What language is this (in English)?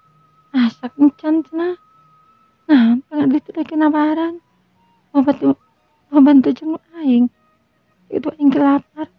Sundanese